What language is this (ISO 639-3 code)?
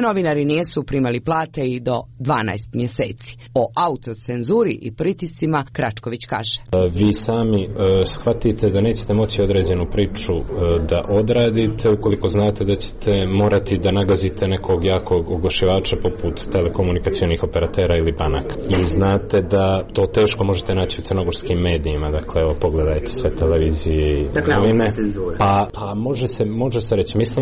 srp